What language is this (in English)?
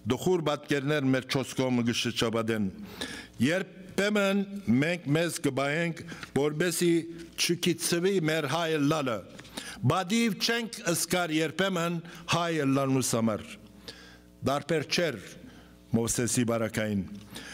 Western Armenian